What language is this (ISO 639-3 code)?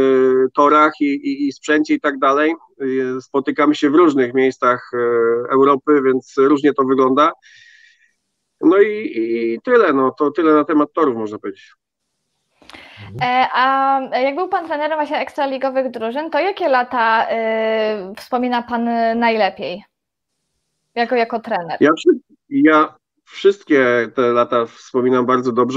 pol